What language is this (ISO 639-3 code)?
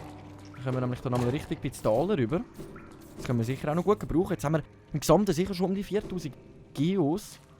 gsw